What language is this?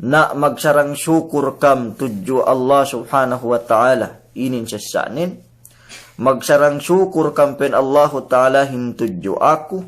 Yakan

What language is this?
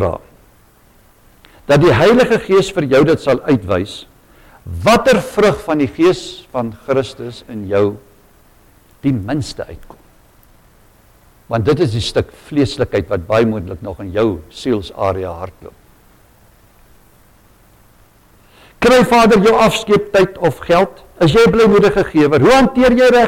Afrikaans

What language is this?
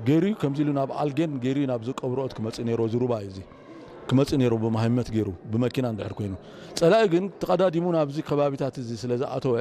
Tigrinya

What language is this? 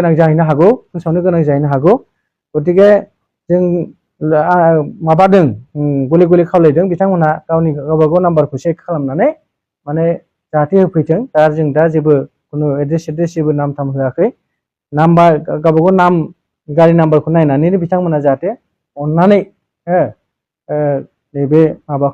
Bodo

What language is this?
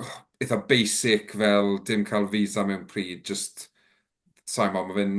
Welsh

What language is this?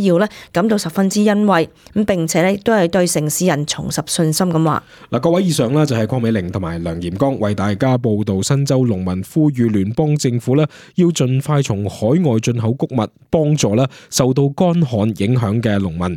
Cantonese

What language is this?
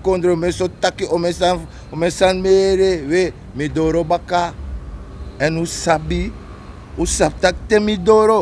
Sranan Tongo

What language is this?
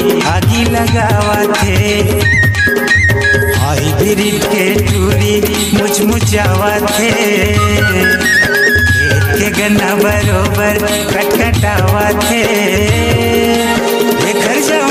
Chhattisgarhi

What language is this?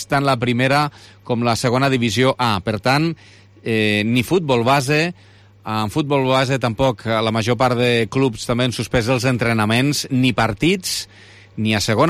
Catalan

